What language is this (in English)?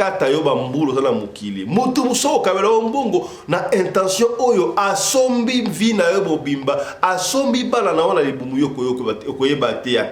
Lingala